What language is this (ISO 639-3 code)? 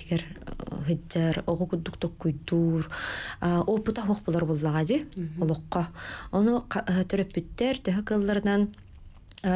sah